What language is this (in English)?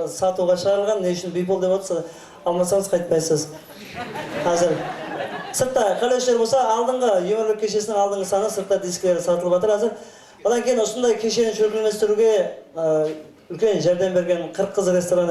Kara-Kalpak